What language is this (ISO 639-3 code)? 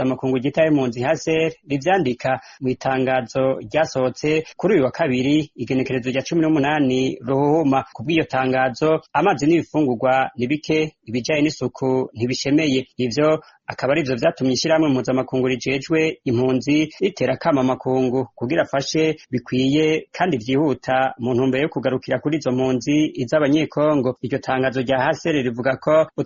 run